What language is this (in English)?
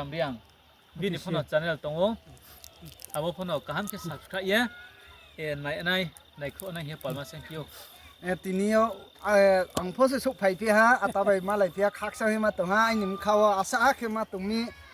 Riang (India)